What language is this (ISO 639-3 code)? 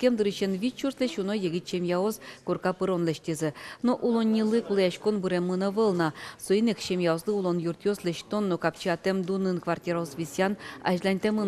udm